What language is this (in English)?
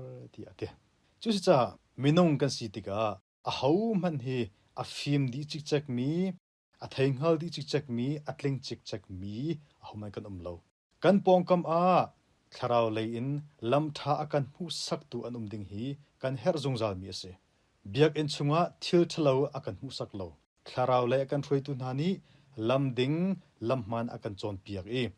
Hakha Chin